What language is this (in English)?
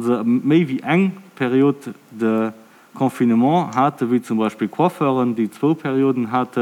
Luxembourgish